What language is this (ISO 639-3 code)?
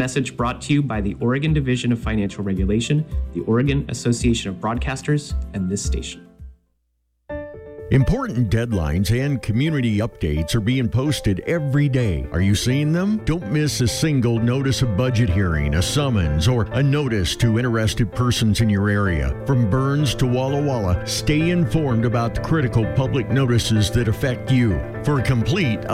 eng